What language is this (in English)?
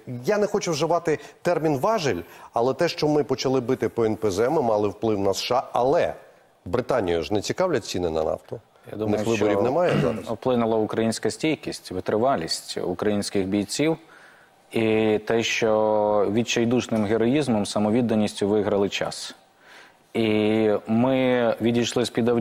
Ukrainian